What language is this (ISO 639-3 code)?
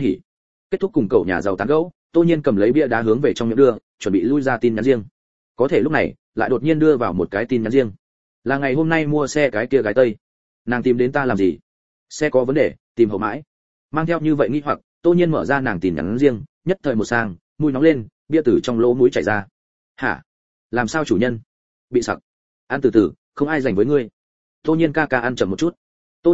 vie